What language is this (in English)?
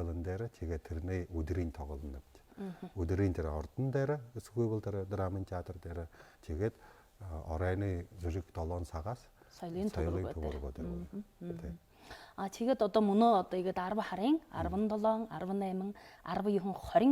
Buriat